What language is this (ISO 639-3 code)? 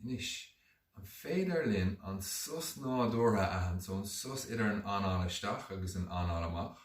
gle